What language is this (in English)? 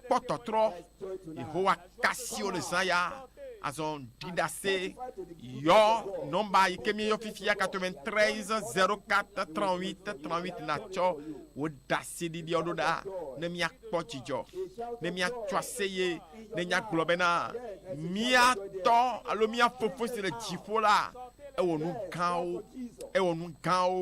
Ewe